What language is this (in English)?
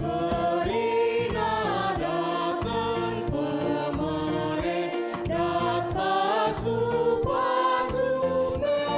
Batak Karo